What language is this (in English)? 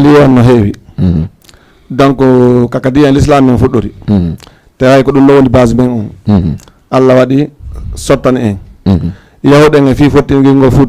Fula